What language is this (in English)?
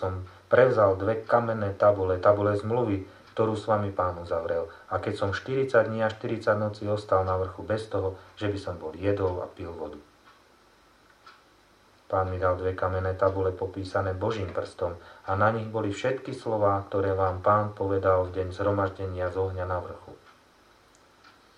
Slovak